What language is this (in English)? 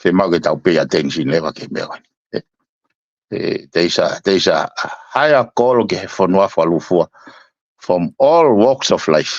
Tongan